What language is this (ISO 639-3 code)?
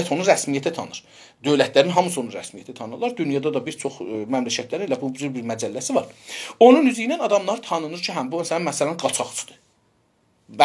azb